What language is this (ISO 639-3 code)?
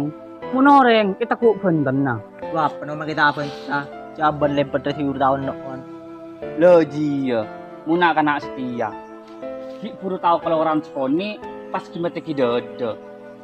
mad